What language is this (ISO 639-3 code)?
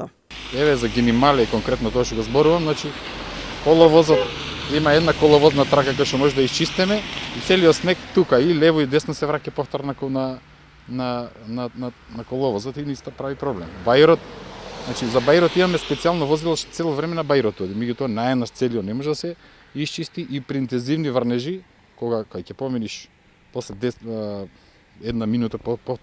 mkd